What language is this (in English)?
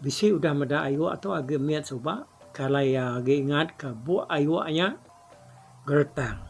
Iban